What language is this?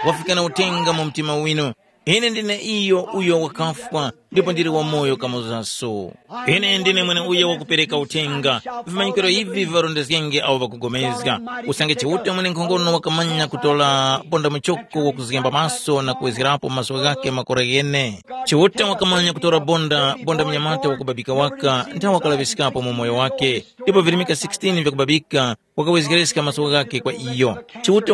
Tumbuka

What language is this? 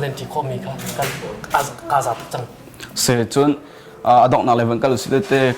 Hakha Chin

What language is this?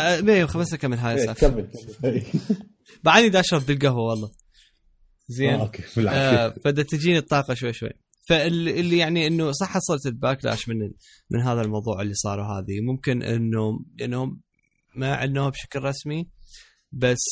Mesopotamian Arabic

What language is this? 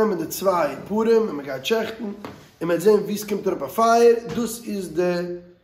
Yiddish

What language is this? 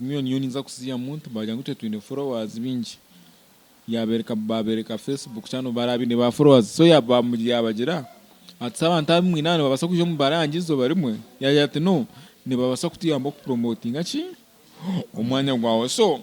Nyankole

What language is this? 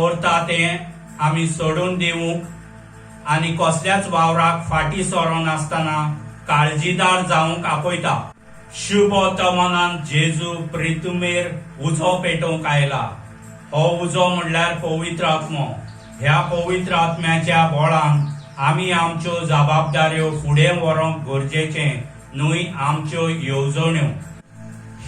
Konkani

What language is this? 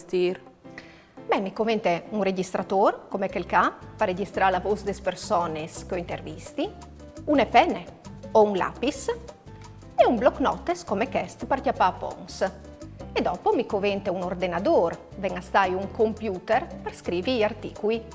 Friulian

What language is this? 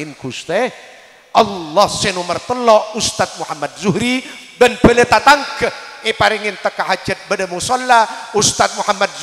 Madurese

